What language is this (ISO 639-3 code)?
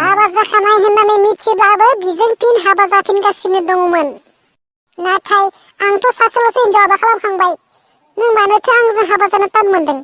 brx